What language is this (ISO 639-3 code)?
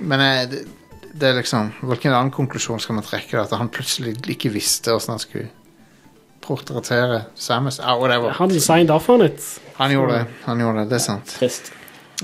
nor